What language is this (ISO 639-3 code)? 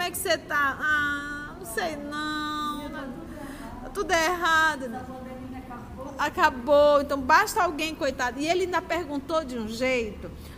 por